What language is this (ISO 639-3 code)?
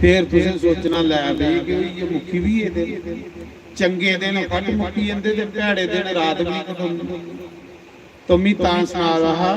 doi